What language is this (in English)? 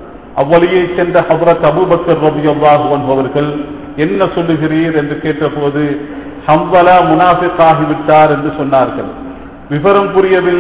Tamil